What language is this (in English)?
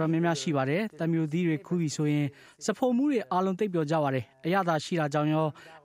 Burmese